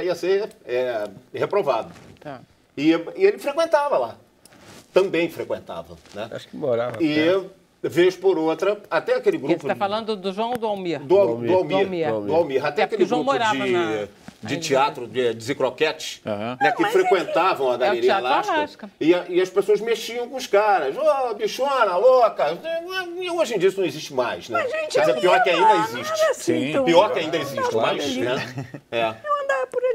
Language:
Portuguese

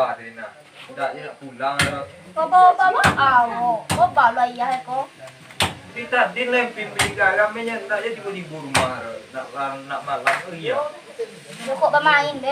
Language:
Minangkabau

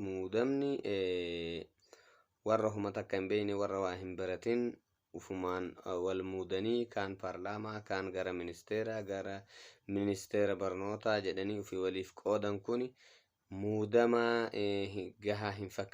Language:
Oromo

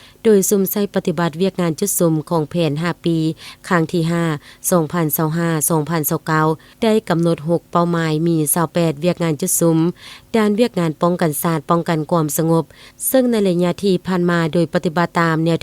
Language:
Lao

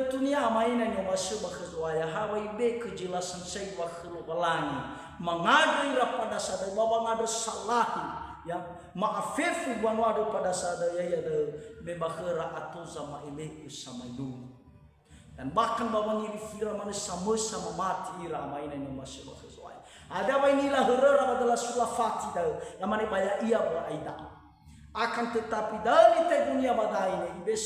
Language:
Nias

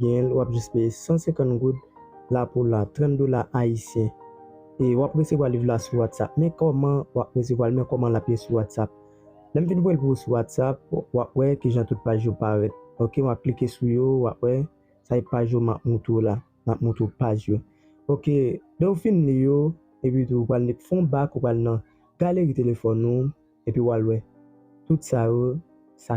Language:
Haitian Creole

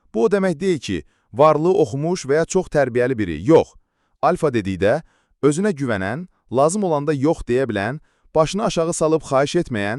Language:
Azerbaijani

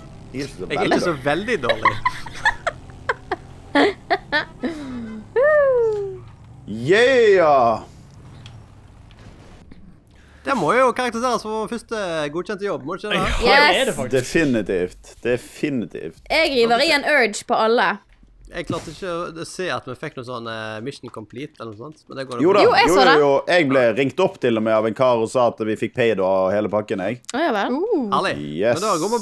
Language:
Norwegian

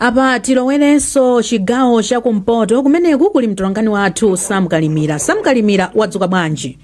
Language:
Nyanja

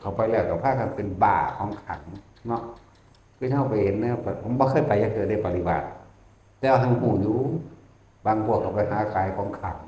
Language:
Northeastern Thai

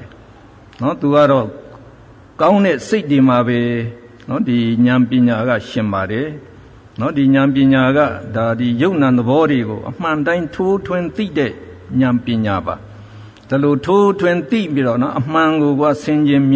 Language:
Burmese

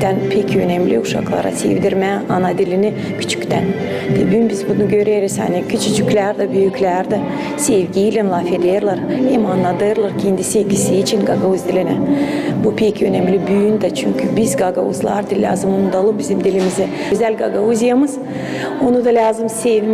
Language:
Gagauz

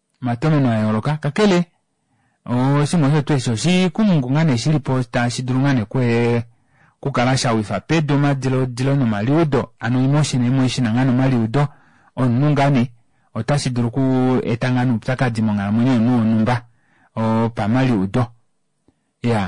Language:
Kuanyama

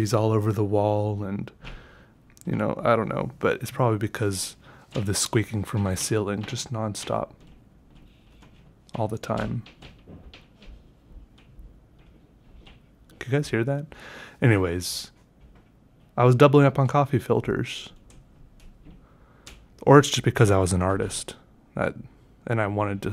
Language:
English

